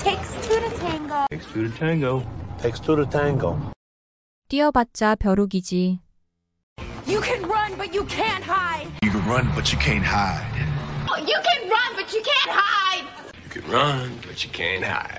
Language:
English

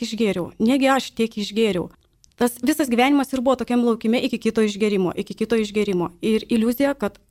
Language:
Lithuanian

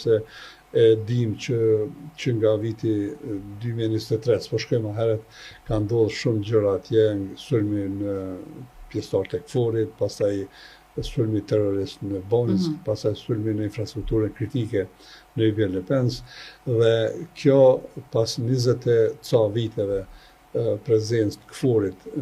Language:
Albanian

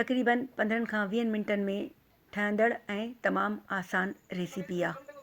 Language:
Sindhi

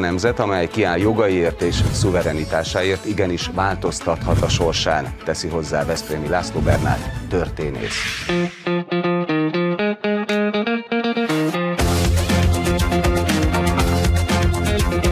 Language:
Hungarian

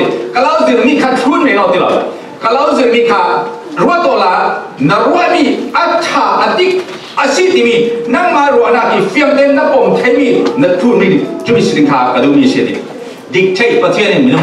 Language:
Falam Chin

